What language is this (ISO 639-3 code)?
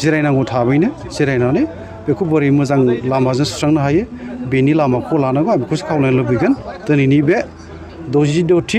brx